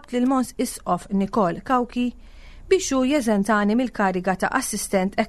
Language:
Maltese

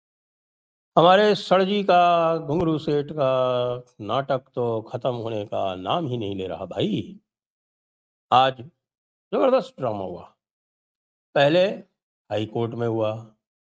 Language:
Hindi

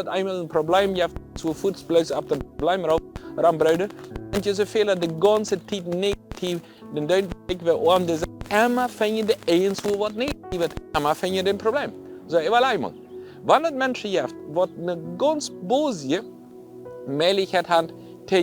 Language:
Plautdietsch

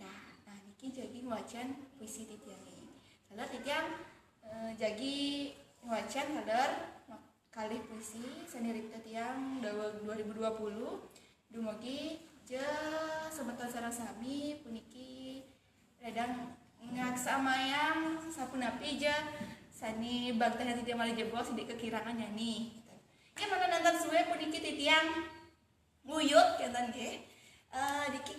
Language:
Balinese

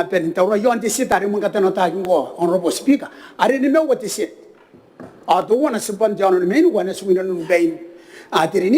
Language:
Gilbertese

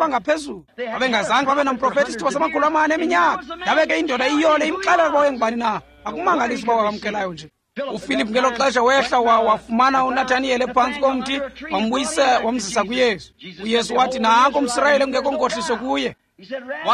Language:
Xhosa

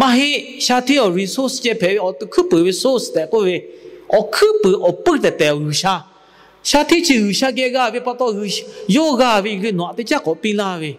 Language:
Lahu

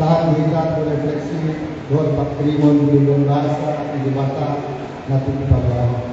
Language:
Batak Toba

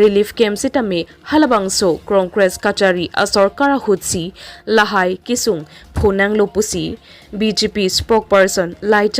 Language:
Karbi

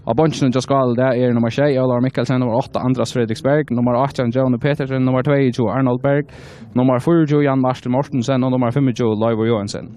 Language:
Faroese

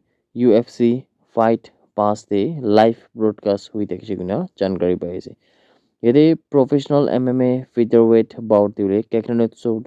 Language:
Naga Pidgin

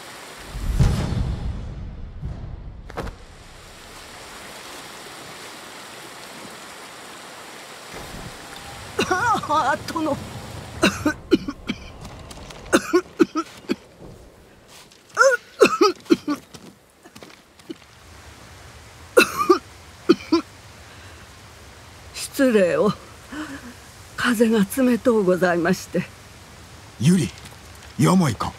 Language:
Japanese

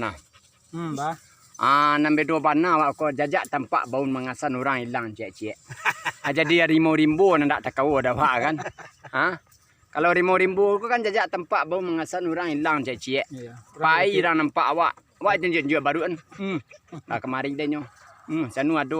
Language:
Minangkabau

